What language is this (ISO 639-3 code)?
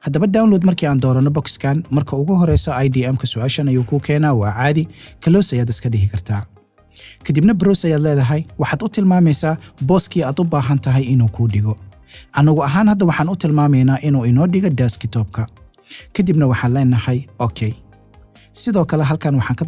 som